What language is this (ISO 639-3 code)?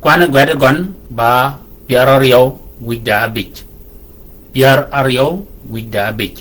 shk